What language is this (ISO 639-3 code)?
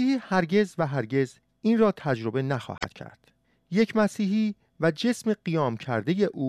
fas